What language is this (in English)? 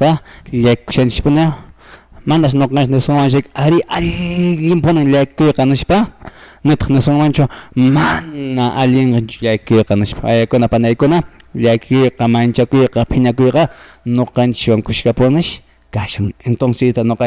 Quechua